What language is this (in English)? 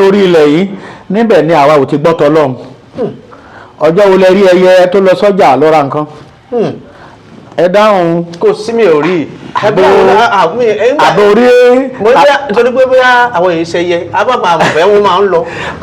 Yoruba